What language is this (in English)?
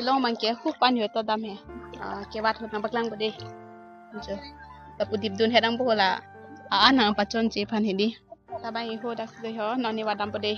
Karbi